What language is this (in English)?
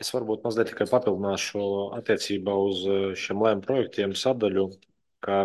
Latvian